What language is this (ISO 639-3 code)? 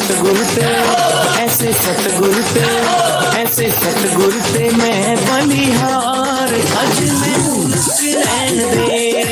doi